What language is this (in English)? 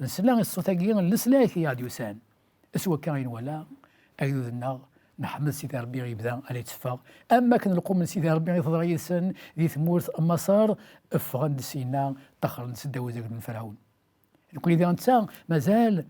Kabyle